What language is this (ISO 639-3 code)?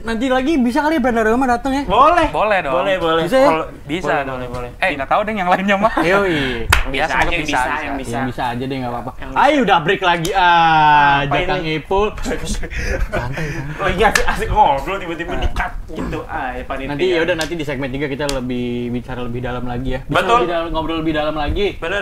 ind